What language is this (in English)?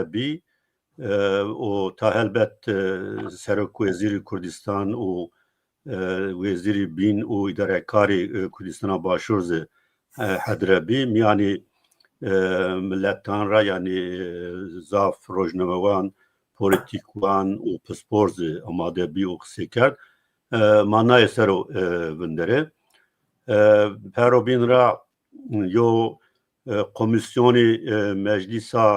Zaza